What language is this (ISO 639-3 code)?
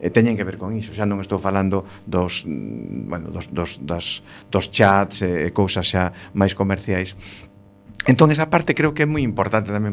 glg